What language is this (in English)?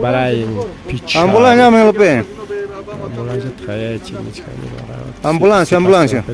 Ayacucho Quechua